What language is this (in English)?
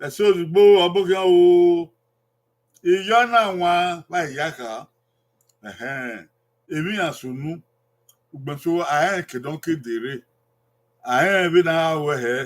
Bini